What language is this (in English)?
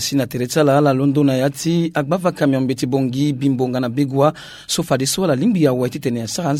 Sango